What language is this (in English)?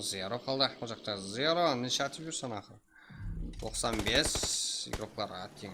Kara-Kalpak